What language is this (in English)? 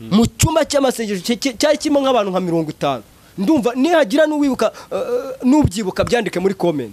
Kinyarwanda